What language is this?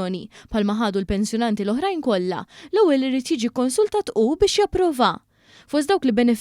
Maltese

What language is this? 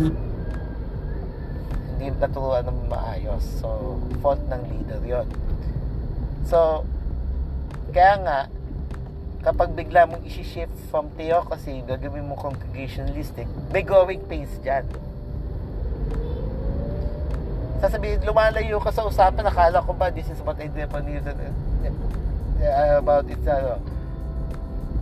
Filipino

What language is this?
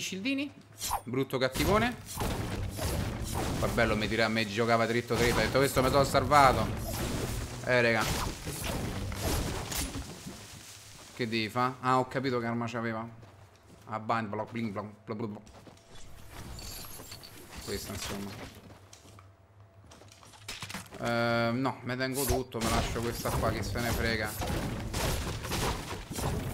Italian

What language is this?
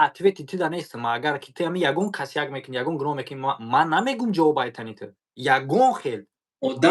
Tajik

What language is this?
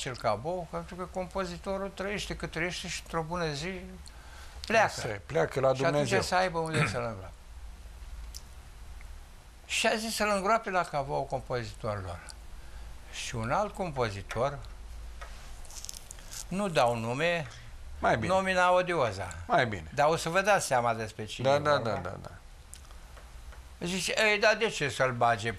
Romanian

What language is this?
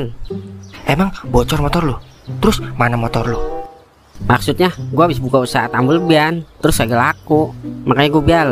Betawi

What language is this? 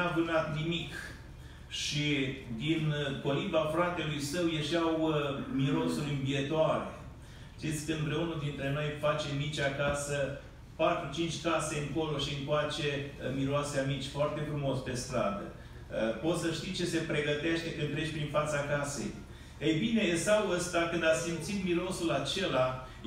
Romanian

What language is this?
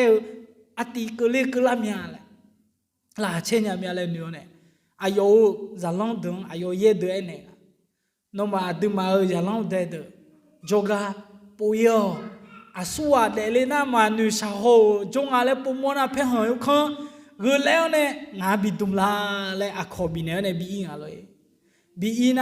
Akha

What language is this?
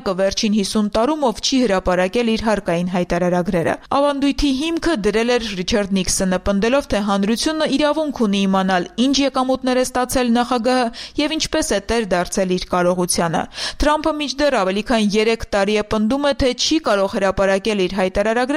Armenian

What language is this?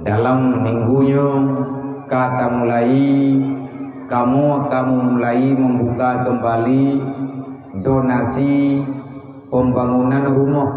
Achinese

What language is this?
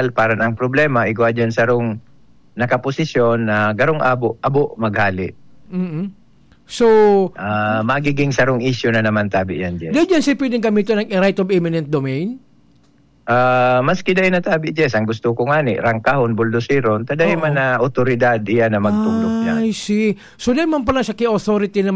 Bikol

